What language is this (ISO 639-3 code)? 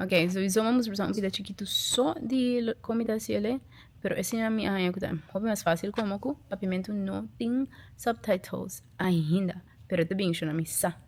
pap